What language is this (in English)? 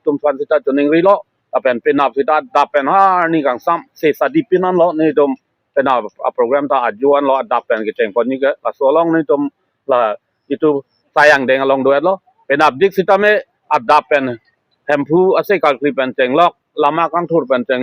Karbi